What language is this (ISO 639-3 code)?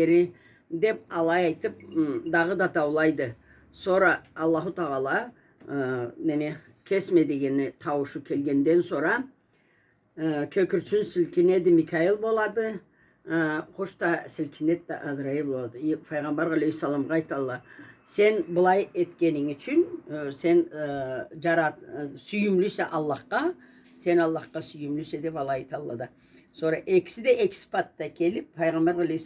krc